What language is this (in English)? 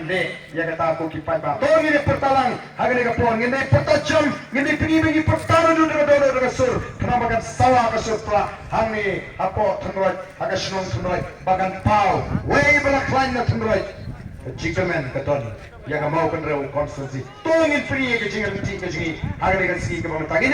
Khasi